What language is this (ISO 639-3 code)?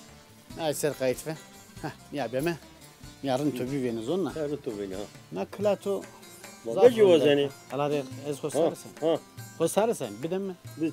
zza